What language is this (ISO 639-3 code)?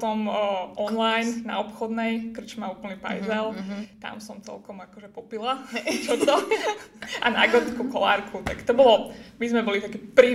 slk